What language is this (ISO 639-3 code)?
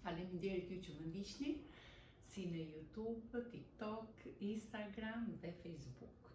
sqi